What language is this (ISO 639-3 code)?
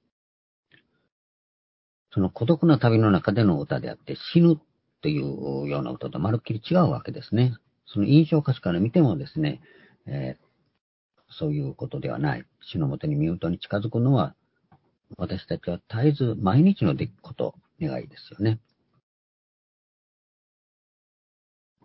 jpn